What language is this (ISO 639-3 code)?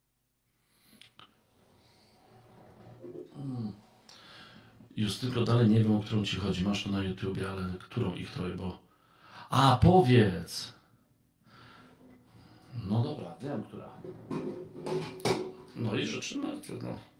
pol